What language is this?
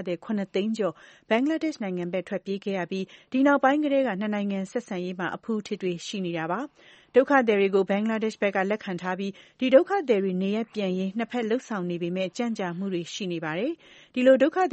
Burmese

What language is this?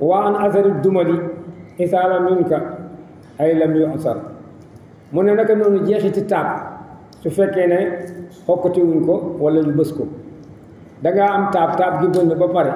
Wolof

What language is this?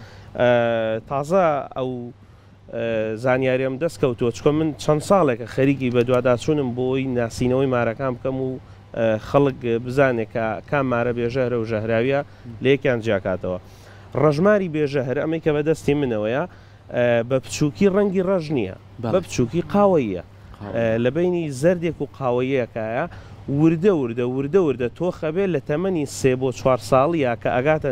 Central Kurdish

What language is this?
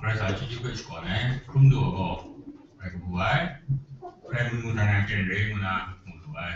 Kachin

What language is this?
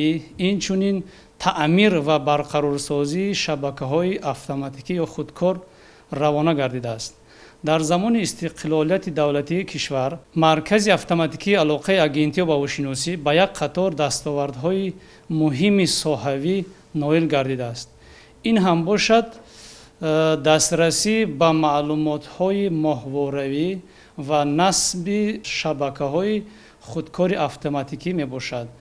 Tajik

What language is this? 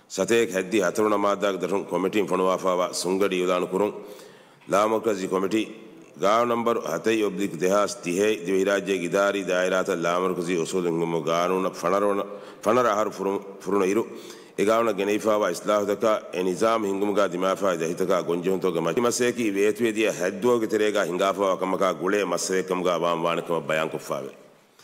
Divehi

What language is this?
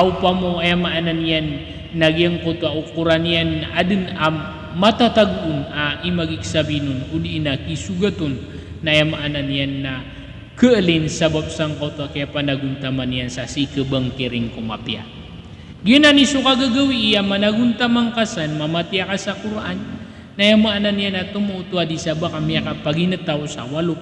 Maranao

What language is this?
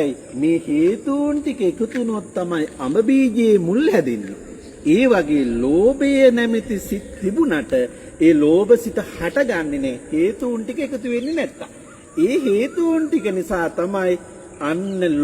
Sinhala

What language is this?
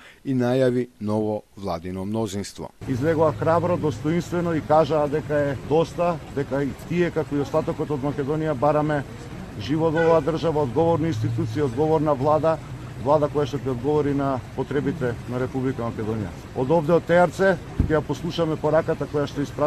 Macedonian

